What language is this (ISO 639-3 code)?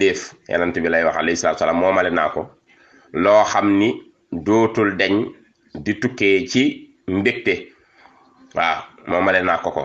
wol